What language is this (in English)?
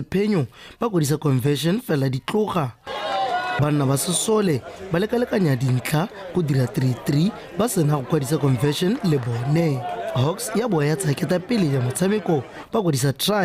Tswana